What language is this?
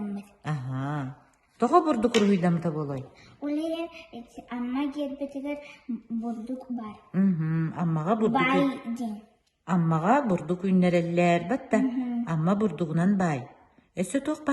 Yakut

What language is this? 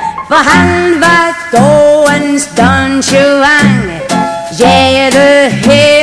Danish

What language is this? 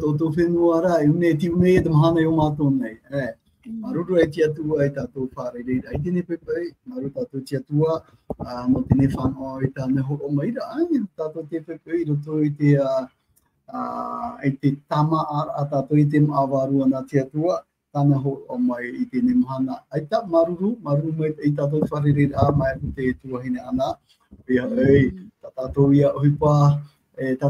Tahitian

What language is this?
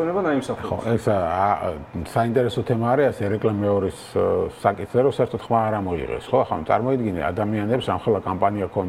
Georgian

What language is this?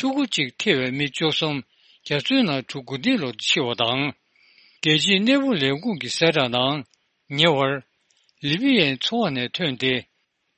Tibetan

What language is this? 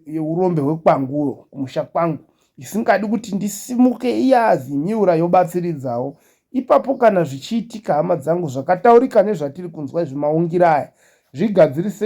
Shona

